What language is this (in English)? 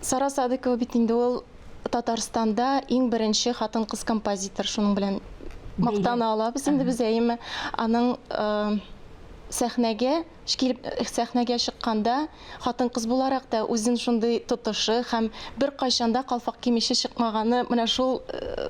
Tatar